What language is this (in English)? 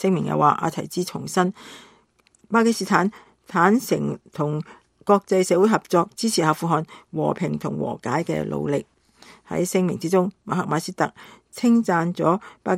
Cantonese